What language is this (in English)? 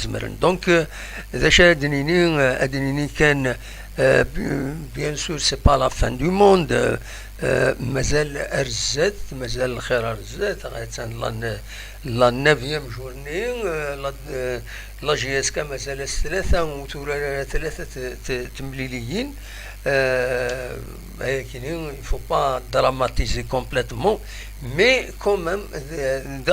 Kabyle